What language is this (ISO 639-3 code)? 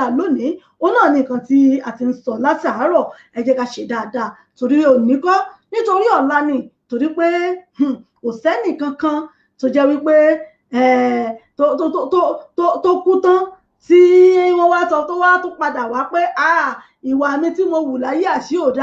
yor